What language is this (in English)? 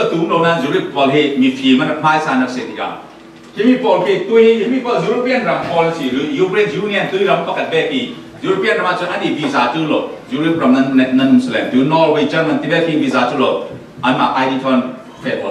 Falam Chin